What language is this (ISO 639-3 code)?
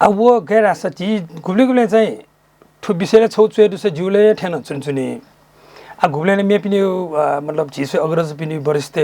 new